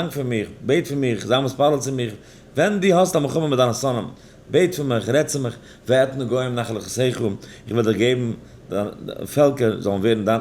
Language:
Yiddish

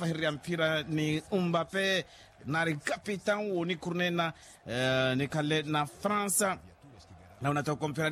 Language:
Makhuwa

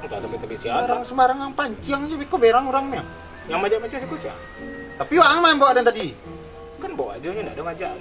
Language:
Minangkabau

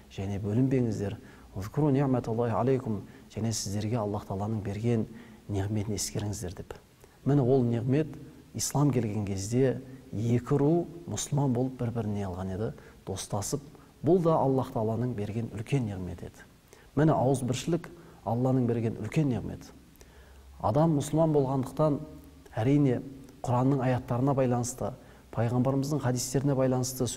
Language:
Kazakh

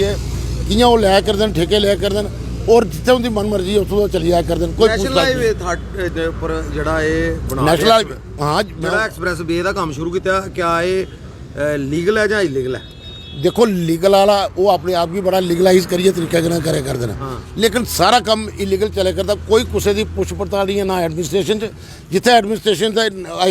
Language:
Dogri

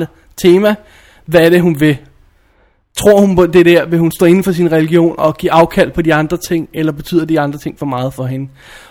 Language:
Danish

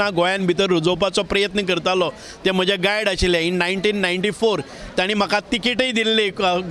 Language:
Konkani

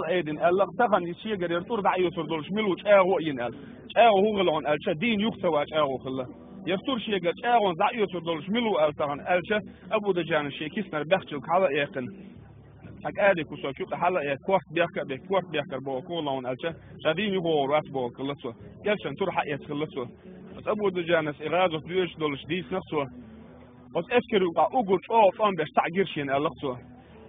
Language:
Chechen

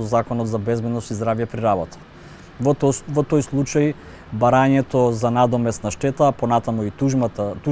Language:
Macedonian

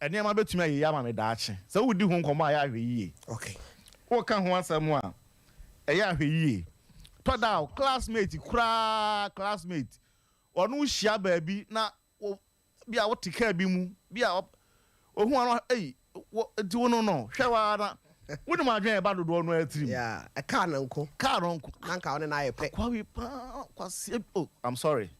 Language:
Akan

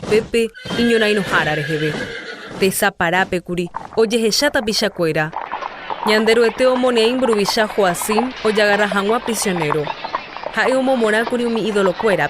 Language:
Guarani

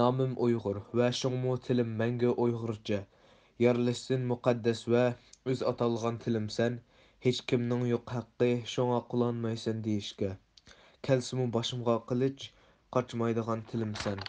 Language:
Uyghur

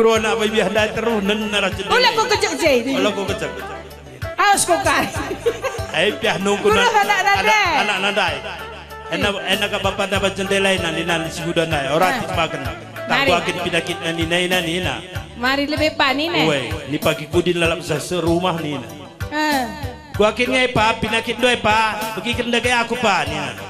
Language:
Batak Karo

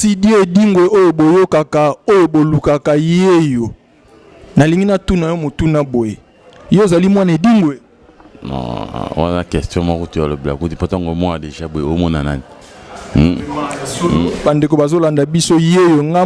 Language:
Lingala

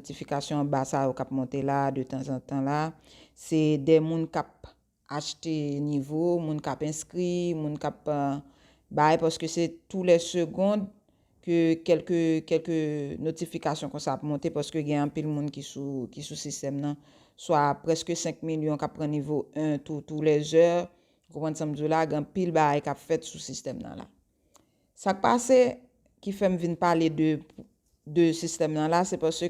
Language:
Haitian Creole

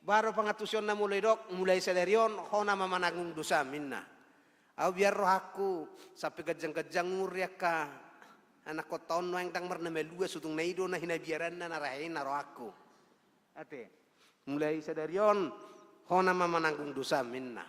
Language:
Batak Toba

